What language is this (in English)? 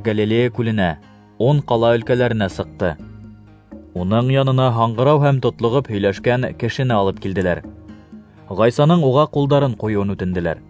Bashkir